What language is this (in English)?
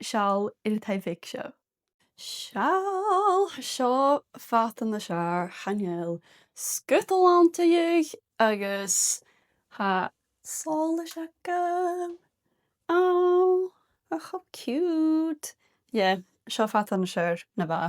Scottish Gaelic